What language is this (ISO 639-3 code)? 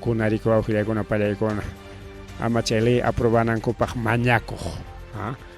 quy